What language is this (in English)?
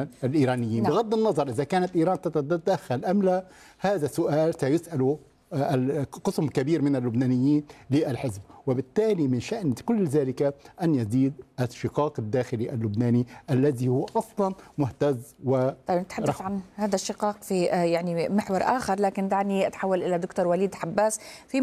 Arabic